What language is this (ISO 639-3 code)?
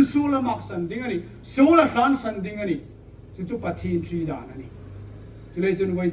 hmr